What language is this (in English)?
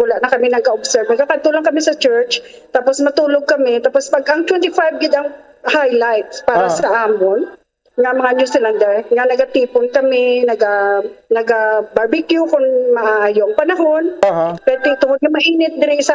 Hiligaynon